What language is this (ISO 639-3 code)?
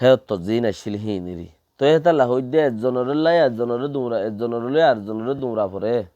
rhg